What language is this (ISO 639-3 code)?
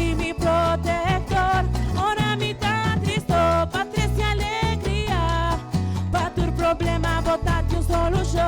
pap